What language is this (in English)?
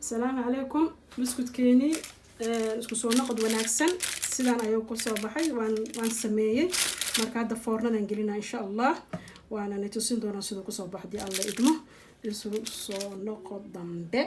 Somali